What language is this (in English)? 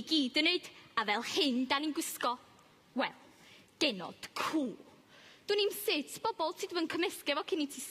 Welsh